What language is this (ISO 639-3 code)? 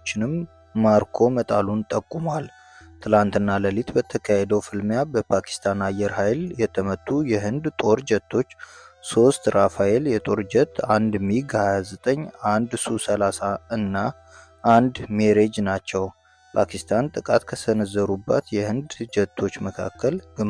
amh